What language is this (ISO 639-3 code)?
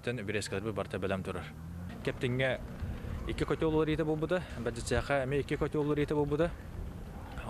sah